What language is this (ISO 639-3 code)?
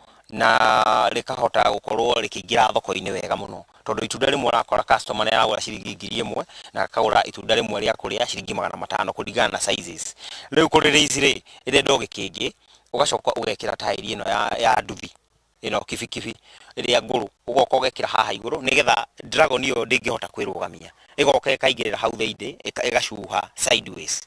kik